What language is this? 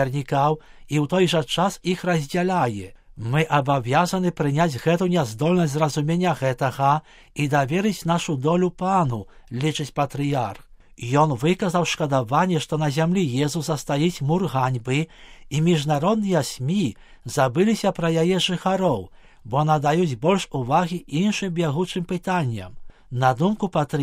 Belarusian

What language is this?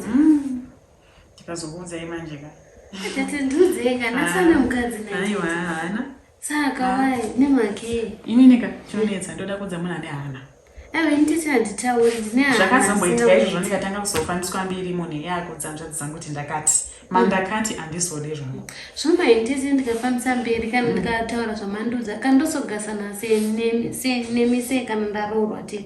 Shona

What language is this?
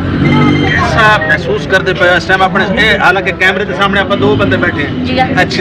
Saraiki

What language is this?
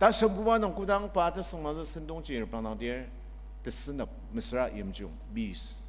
Ao Naga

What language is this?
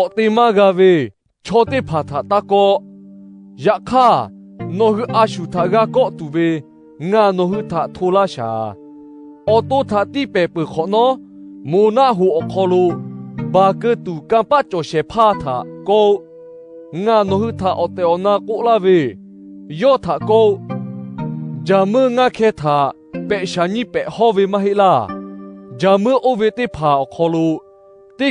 Lahu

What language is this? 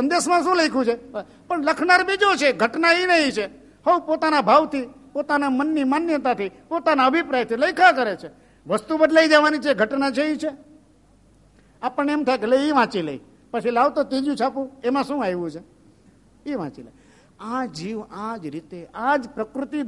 Gujarati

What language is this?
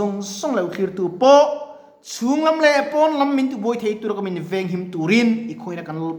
Mizo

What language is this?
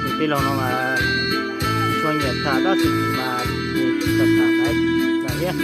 Hmong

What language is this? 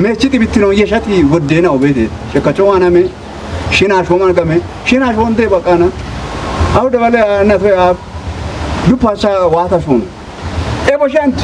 Kafa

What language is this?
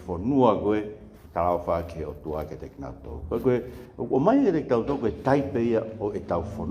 Tongan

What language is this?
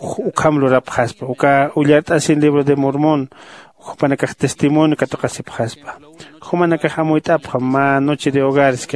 Aymara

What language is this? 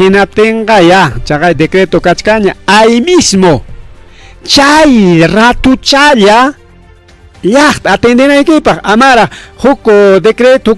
Ayacucho Quechua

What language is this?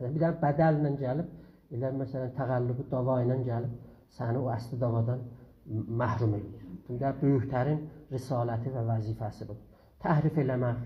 South Azerbaijani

